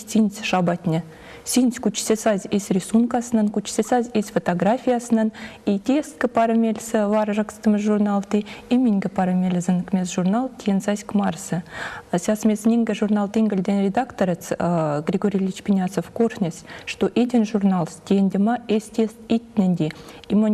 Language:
Erzya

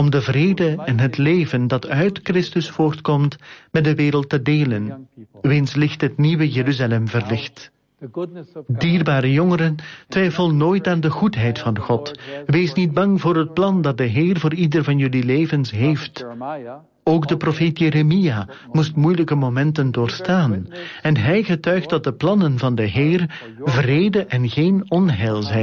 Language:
Dutch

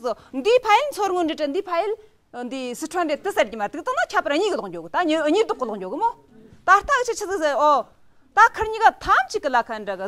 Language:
Tibetan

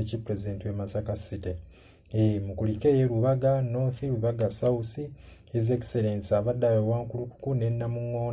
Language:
Ganda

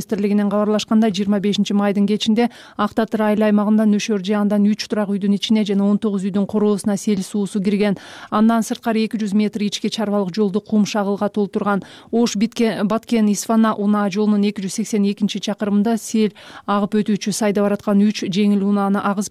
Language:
Kyrgyz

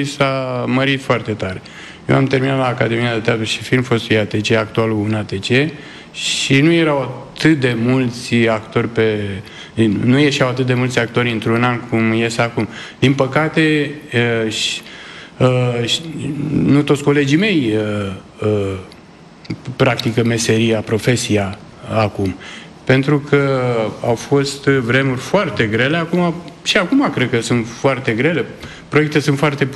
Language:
Romanian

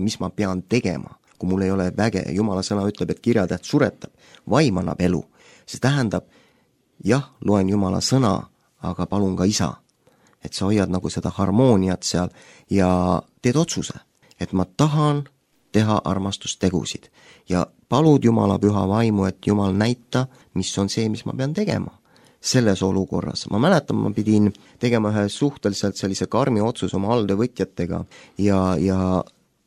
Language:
Estonian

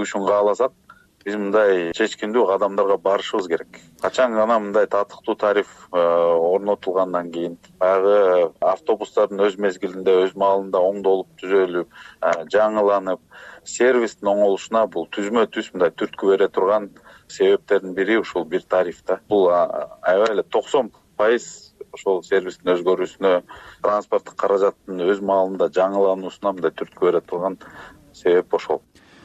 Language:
Kyrgyz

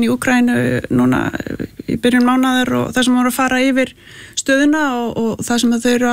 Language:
Icelandic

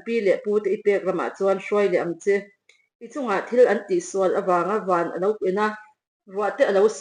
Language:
Mizo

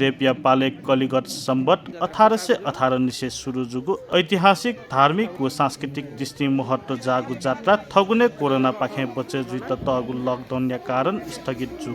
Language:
Newari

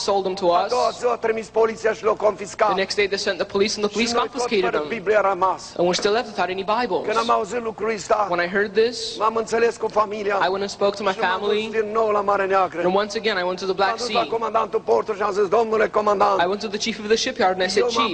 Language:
Romanian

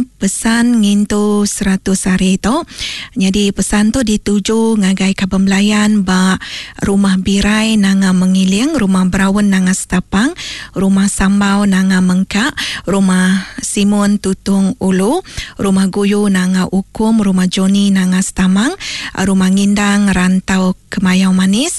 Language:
Iban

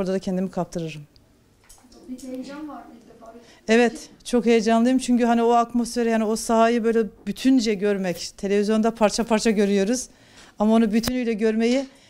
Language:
Turkish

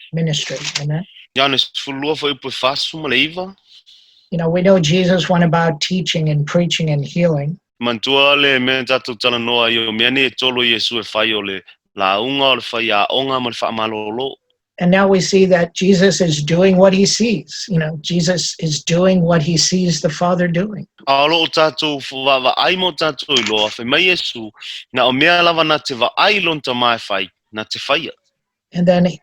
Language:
Samoan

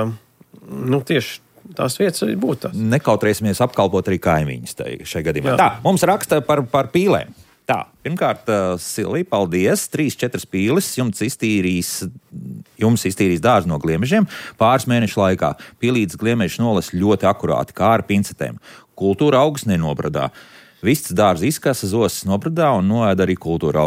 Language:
Latvian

